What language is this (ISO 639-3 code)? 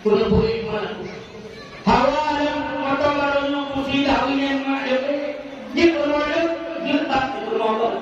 ace